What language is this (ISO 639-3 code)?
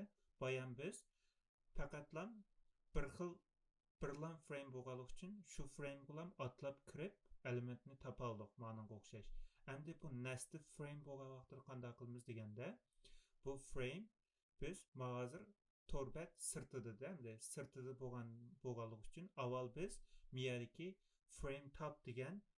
uig